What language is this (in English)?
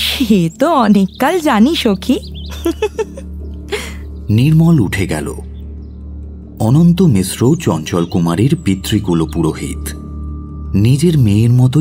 Bangla